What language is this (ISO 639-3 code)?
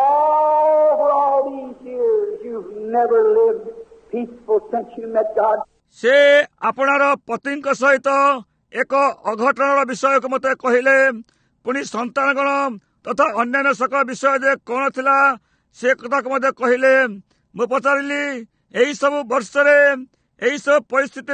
ori